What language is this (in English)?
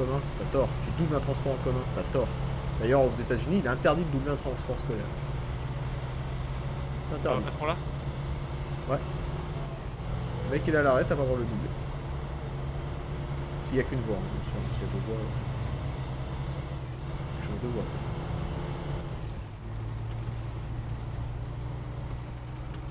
French